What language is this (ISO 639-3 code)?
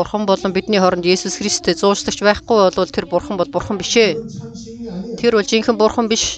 mon